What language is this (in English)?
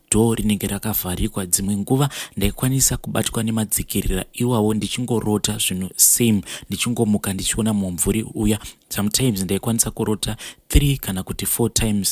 Shona